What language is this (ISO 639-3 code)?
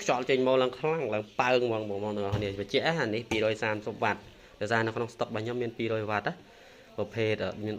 khm